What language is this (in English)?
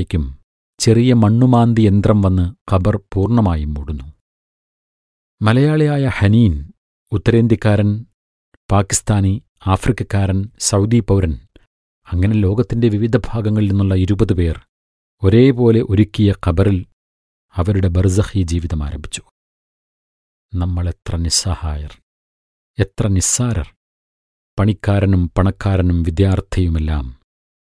Malayalam